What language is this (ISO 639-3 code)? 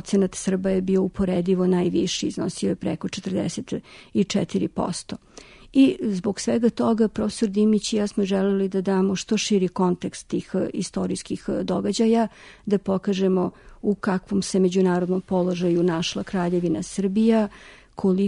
srp